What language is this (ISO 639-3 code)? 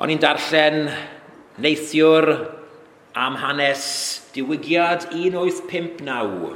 cym